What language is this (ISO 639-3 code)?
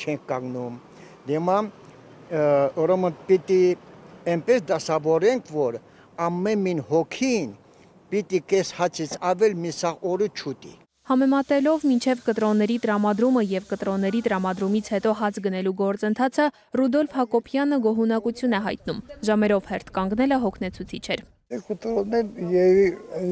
hye